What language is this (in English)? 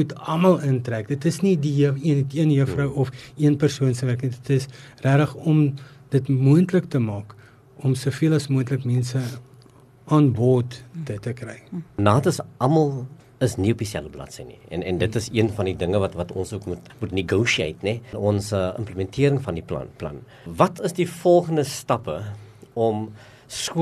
Afrikaans